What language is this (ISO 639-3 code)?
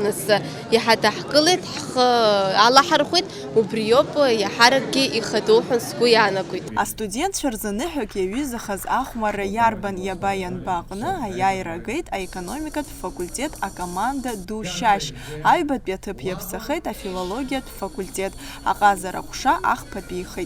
abk